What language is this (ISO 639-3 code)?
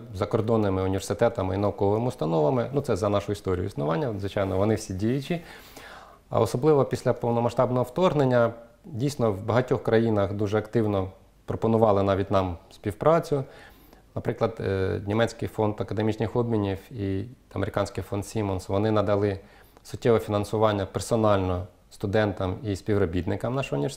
ukr